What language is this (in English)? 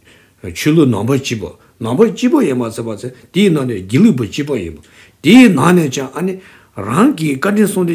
Tibetan